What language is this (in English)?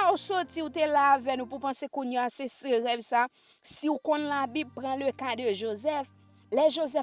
Haitian Creole